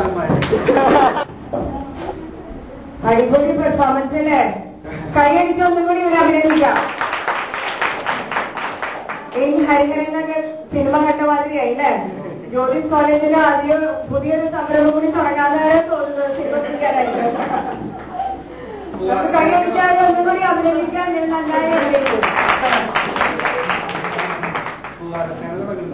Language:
Malayalam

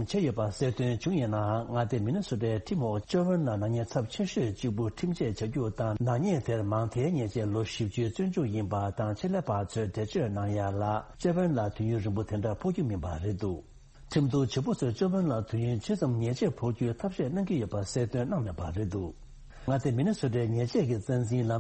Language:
Tibetan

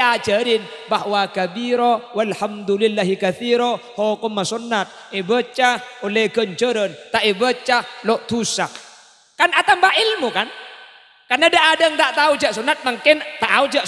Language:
Madurese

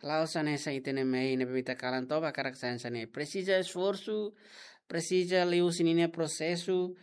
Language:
Tetum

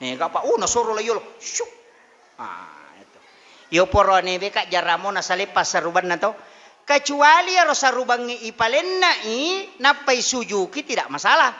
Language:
Buginese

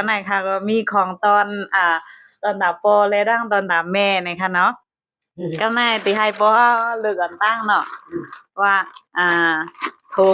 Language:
Shan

